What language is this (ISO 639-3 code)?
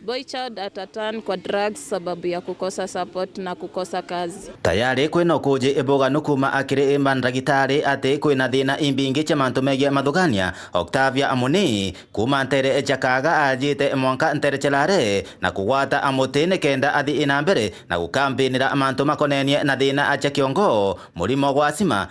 mer